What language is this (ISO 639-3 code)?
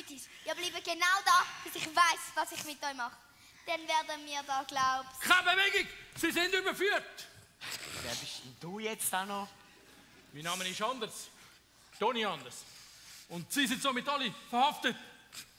gsw